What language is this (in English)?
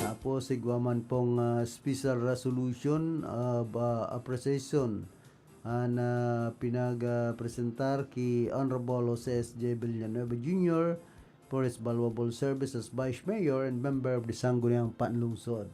Bikol